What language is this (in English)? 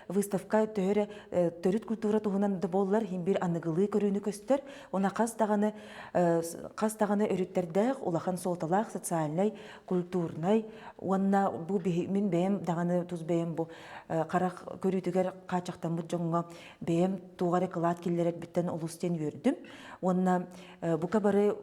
Yakut